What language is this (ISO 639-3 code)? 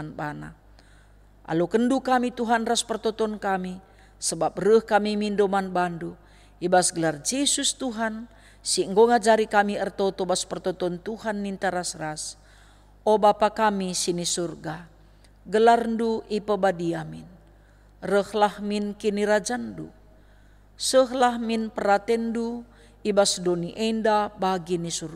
btx